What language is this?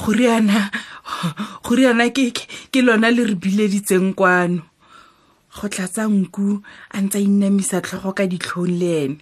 Tswana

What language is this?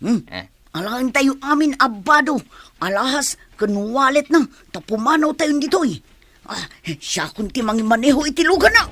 Iloko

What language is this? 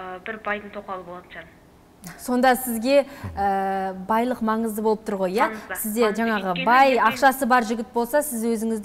Kazakh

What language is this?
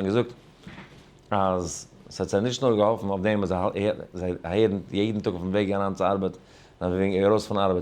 Yiddish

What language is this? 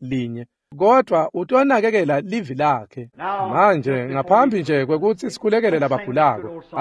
Swati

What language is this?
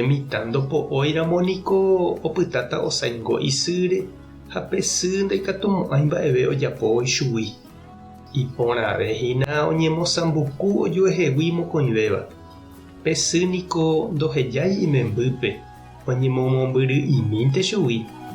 Guarani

